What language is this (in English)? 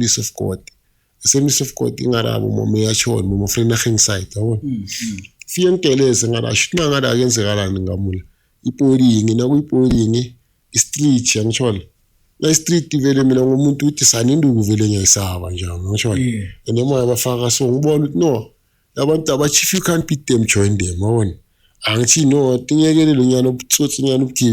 Zulu